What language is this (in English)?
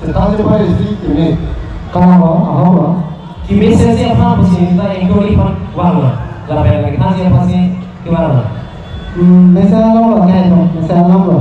Karbi